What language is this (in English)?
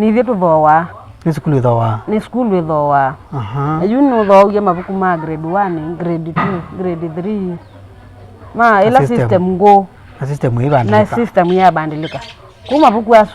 Kamba